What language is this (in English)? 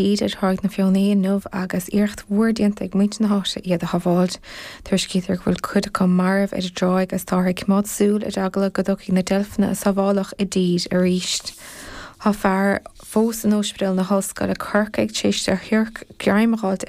Irish